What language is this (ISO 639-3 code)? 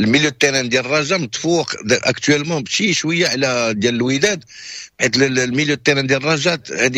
ary